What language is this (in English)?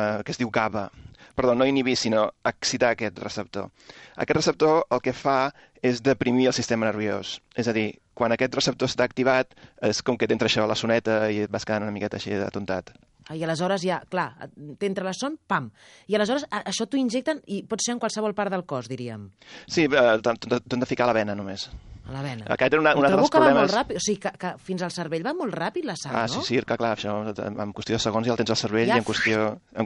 Catalan